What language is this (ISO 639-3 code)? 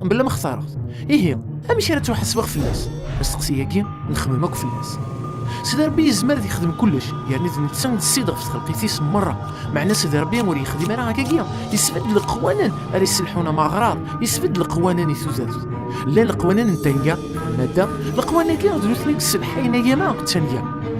kab